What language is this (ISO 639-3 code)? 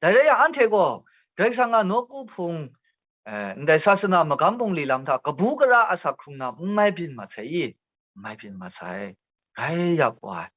kac